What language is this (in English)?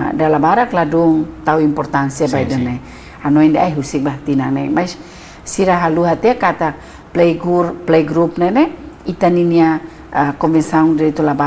Tetum